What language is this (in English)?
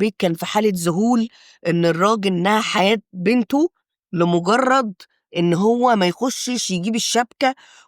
Egyptian Arabic